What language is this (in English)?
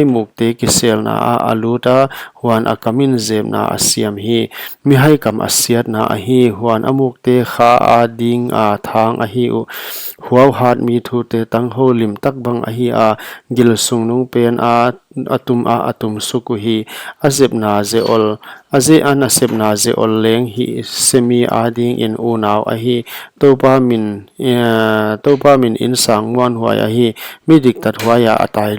Paite Chin